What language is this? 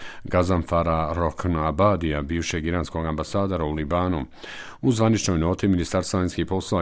Bosnian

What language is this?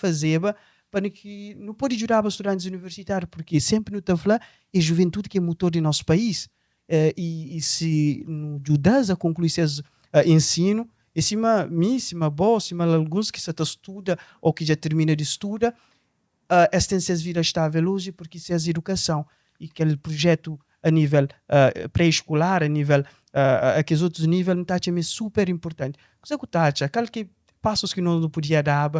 Kabuverdianu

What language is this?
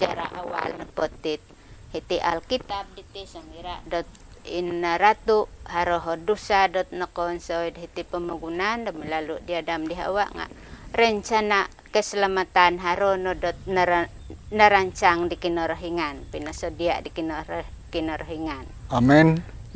Central Dusun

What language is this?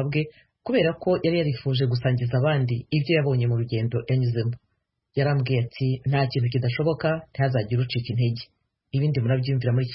Kinyarwanda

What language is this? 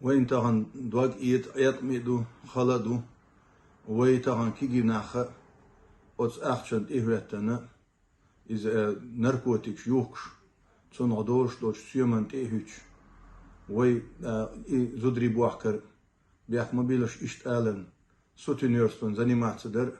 Chechen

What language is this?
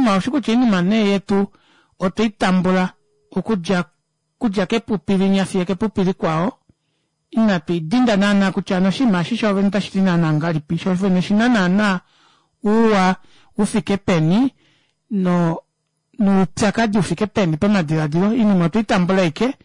Kuanyama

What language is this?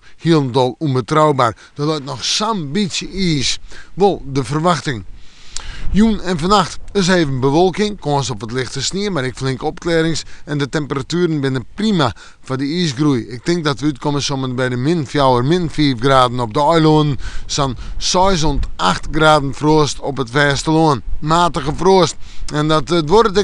Western Frisian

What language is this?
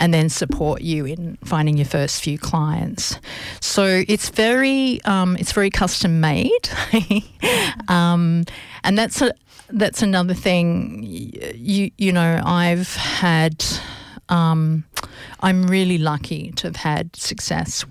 English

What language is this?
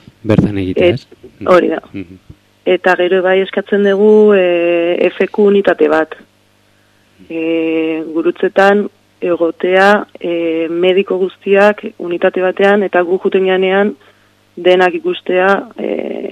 Basque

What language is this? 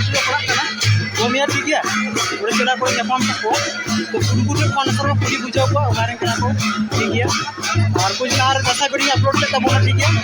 Santali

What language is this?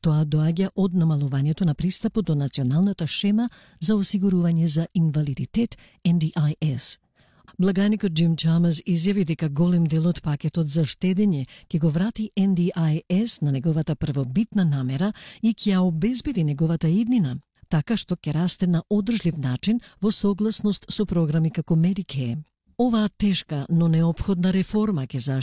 Macedonian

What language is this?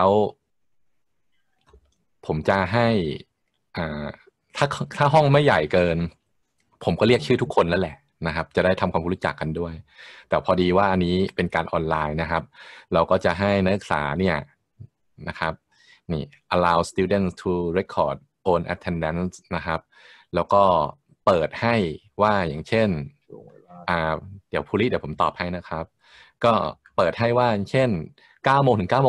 Thai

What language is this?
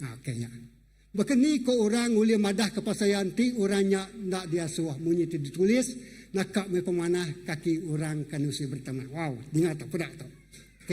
Iban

